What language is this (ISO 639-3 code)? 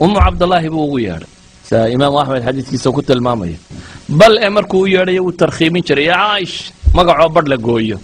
som